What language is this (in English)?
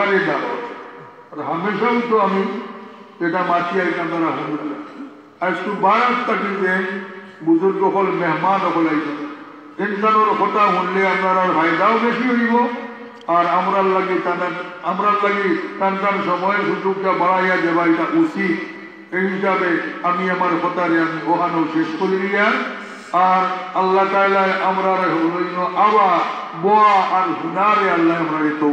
Sylheti